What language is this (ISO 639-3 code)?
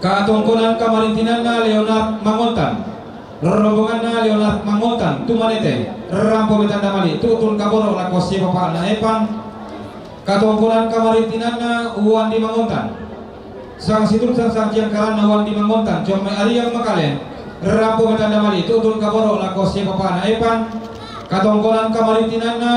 sda